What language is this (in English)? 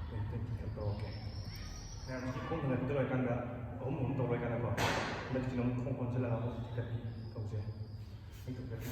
Manipuri